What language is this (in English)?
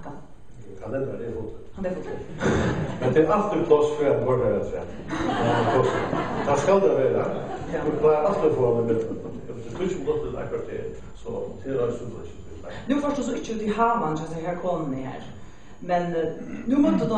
Faroese